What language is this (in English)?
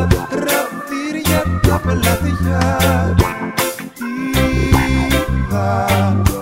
Greek